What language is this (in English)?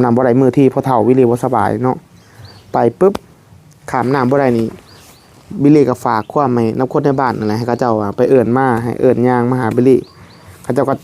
Northeastern Thai